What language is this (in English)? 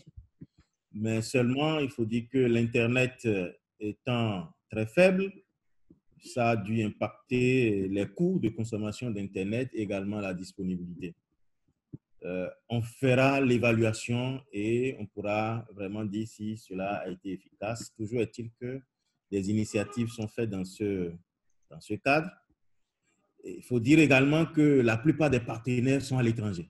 French